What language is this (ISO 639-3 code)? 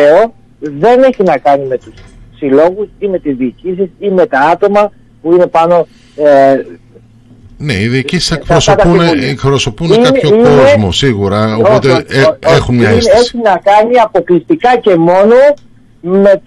ell